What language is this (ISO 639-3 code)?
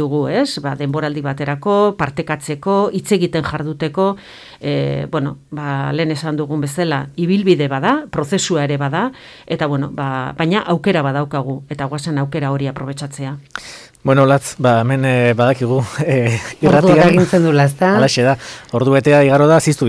eus